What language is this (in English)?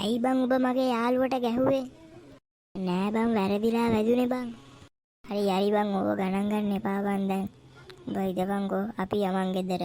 Sinhala